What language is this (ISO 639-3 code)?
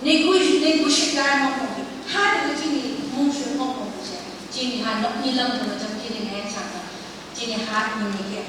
nph